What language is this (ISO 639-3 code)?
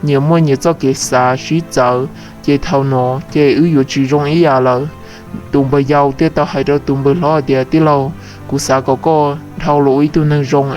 hmn